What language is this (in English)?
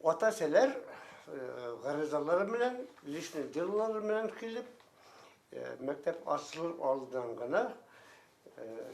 Bashkir